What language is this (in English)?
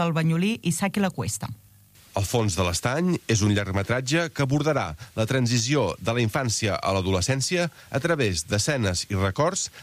Catalan